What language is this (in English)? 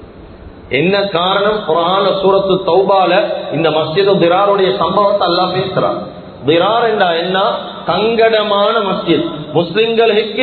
Tamil